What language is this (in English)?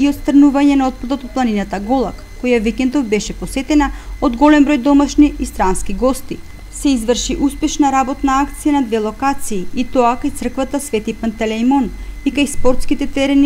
Macedonian